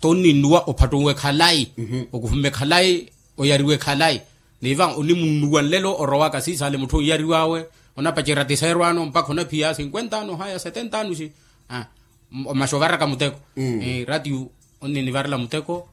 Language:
Makhuwa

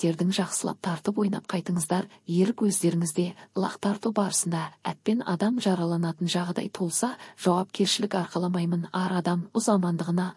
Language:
Kyrgyz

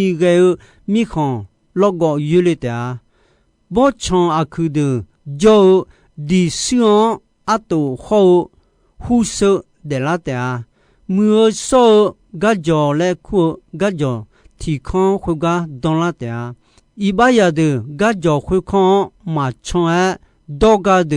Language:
Akha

